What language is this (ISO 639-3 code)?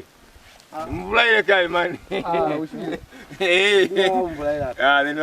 loz